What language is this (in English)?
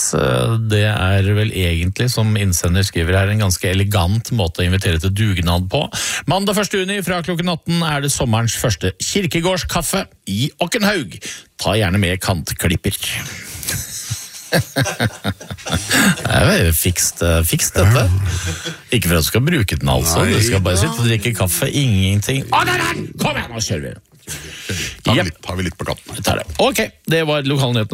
Norwegian